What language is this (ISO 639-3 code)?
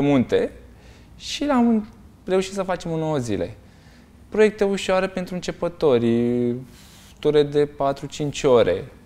ron